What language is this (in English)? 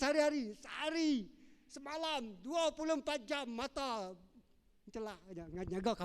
Iban